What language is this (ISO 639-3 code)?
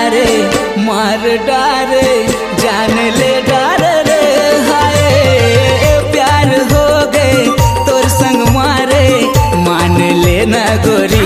hne